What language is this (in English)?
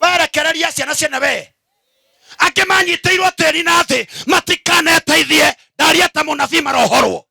Kikuyu